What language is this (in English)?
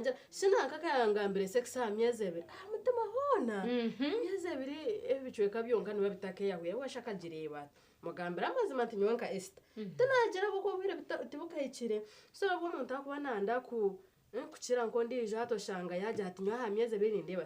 Nyankole